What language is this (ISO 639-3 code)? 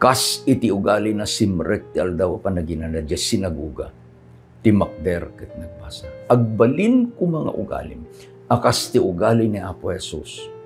ilo